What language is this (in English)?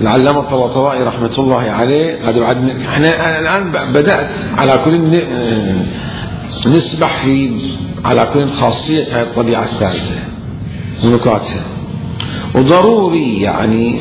Mesopotamian Arabic